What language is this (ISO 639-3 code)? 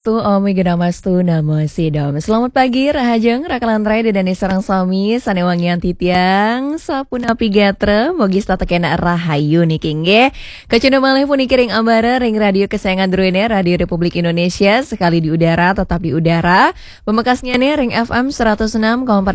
ban